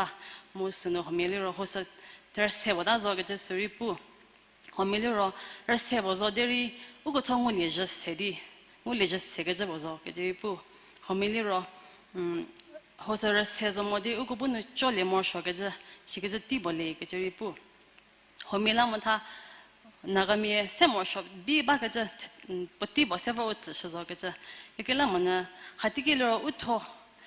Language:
Angami Naga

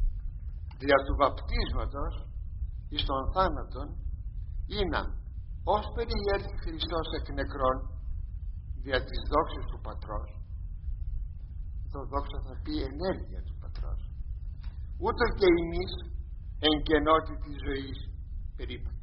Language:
Greek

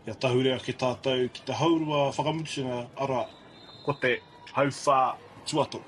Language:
Māori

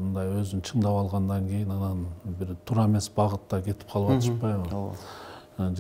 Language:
Kyrgyz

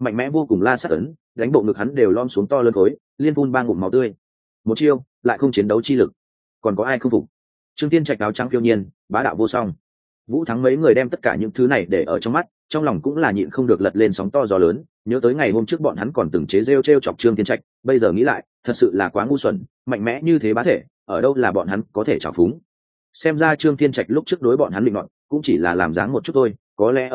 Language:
Vietnamese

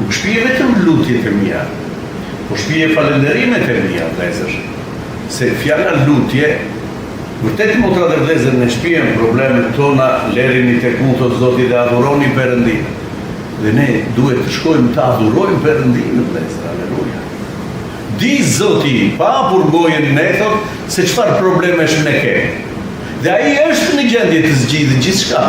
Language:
Albanian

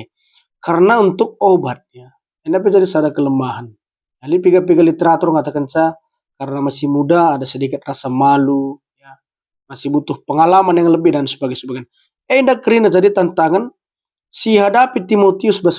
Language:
Batak Karo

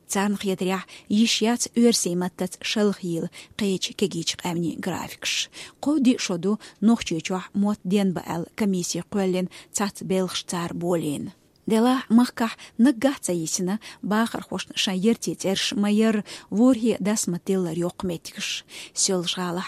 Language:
Chechen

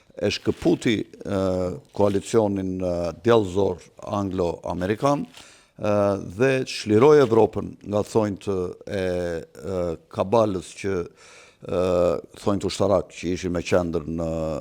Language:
Albanian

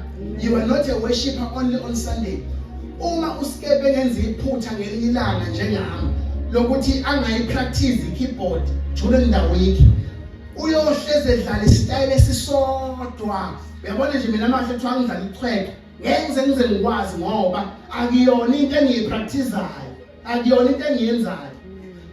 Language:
Zulu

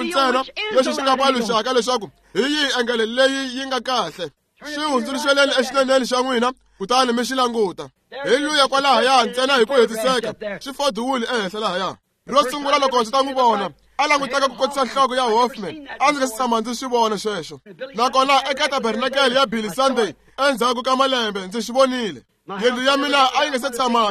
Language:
Tsonga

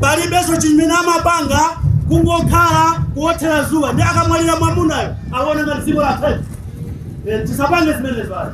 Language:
Nyanja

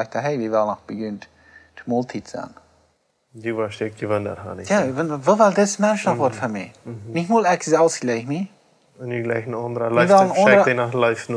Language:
Plautdietsch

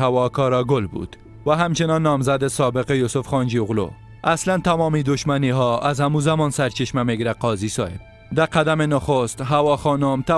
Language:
Persian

